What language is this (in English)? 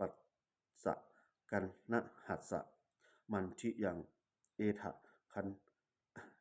Pali